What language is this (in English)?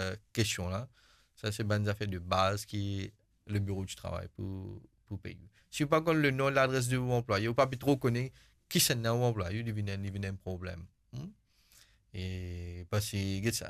Morisyen